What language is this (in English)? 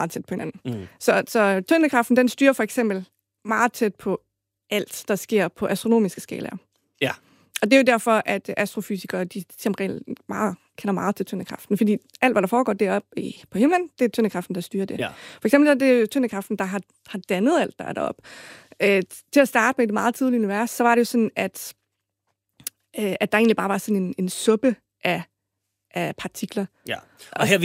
Danish